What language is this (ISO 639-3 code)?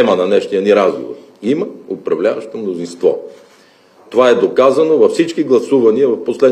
bul